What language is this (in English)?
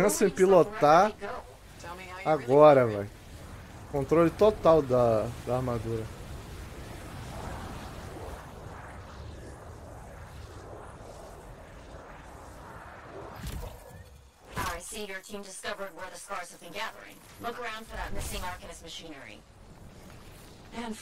Portuguese